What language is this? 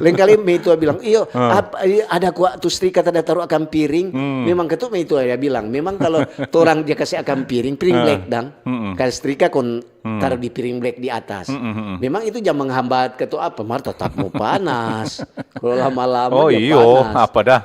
Manado Malay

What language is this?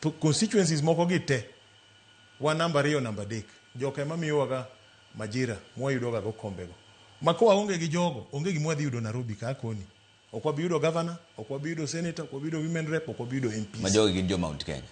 Luo (Kenya and Tanzania)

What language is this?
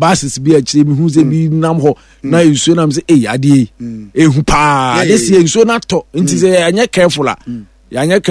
Akan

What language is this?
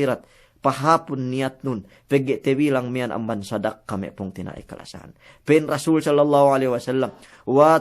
Yakan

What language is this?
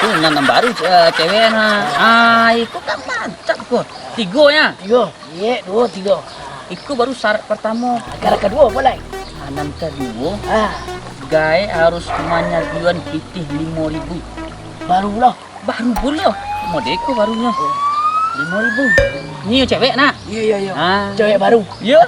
Minangkabau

